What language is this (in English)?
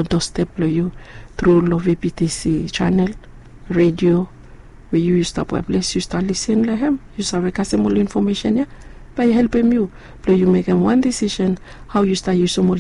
Bislama